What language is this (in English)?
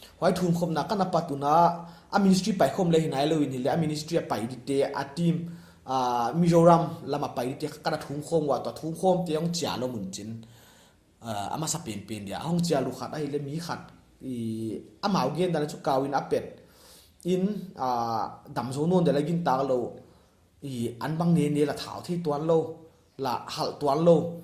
Paite Chin